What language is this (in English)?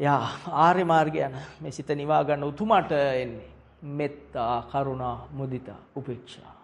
Sinhala